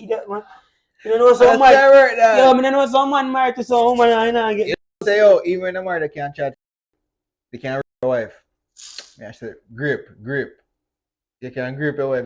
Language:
Jamaican Creole English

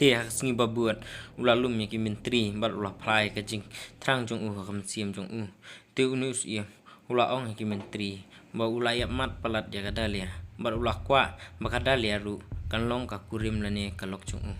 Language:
Khasi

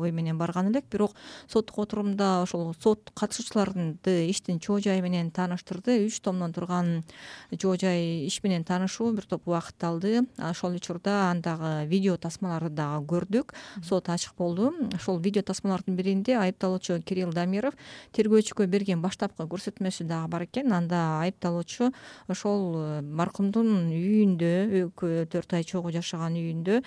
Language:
Kyrgyz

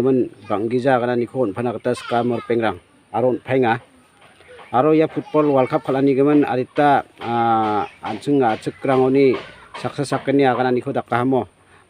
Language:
Garo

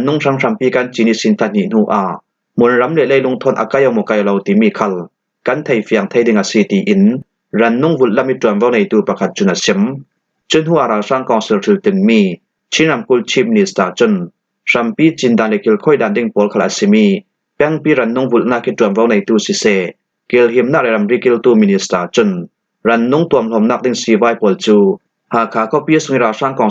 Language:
Falam Chin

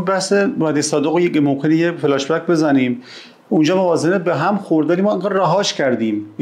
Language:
Persian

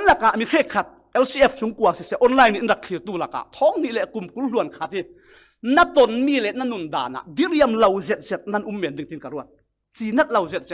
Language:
Falam Chin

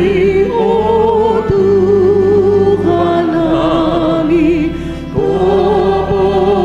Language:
Batak Toba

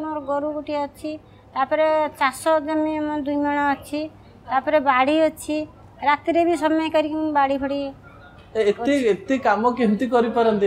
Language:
Odia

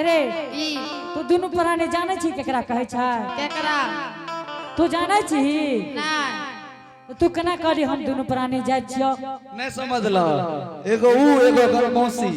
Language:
Angika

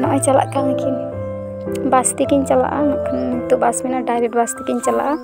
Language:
Santali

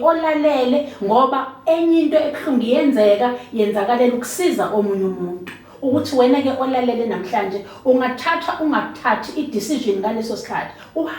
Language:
Zulu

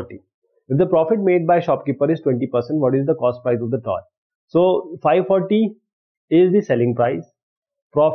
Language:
English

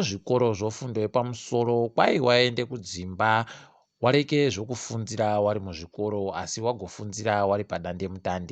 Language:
Ndau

